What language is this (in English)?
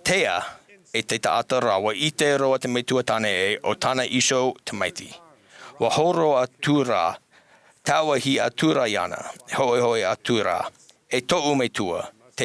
Tahitian